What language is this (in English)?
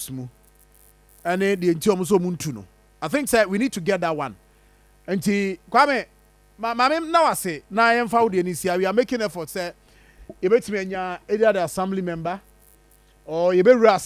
Akan